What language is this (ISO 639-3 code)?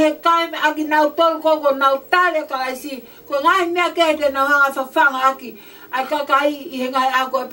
ton